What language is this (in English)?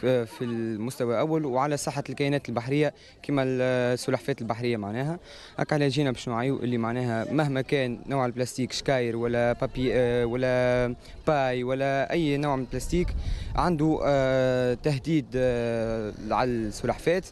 Tunisian Arabic